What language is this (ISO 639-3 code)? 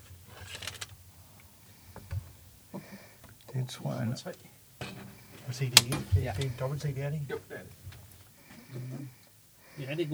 dan